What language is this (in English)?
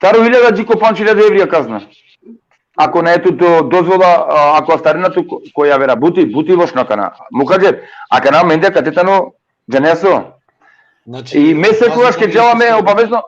Balkan Romani